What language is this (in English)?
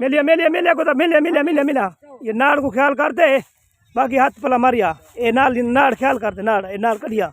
Saraiki